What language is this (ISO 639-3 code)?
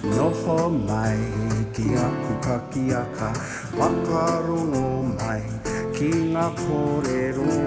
mri